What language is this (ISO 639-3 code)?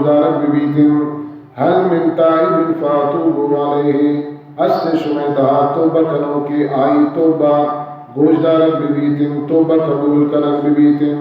bal